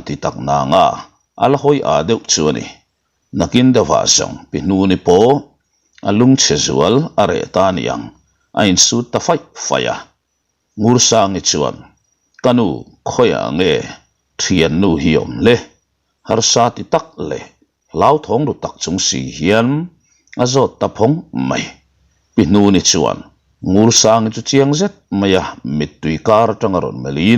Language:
Mizo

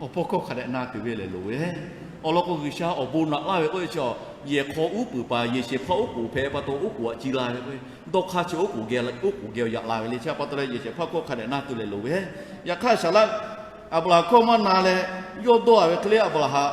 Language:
Lahu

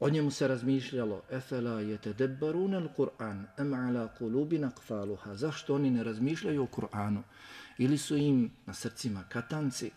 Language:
Bosnian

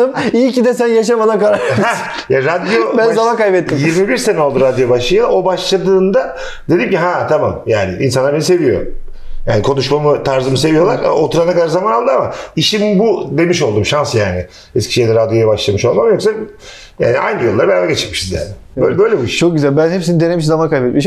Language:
Turkish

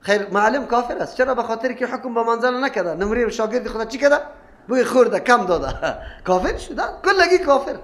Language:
Persian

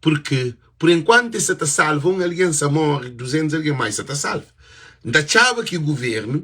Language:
Kabuverdianu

